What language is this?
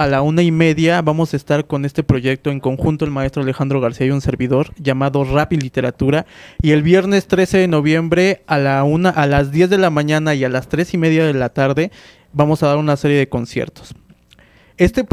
Spanish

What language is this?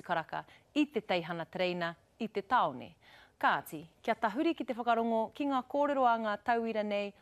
Māori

